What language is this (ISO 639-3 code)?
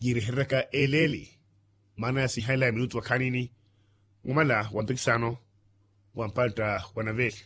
vmw